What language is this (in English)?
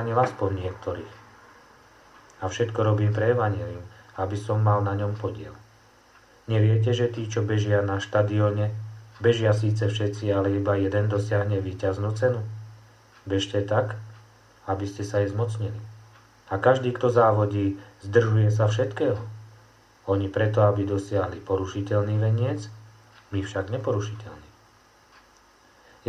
Slovak